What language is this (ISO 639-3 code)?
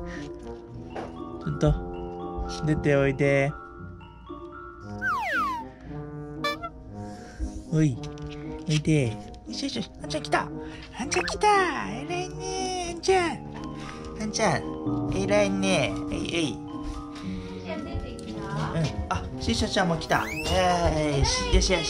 jpn